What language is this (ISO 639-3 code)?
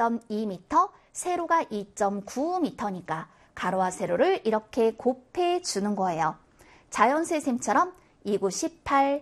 kor